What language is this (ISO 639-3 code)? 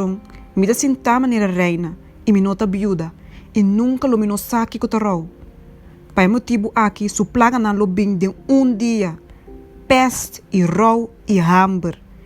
pap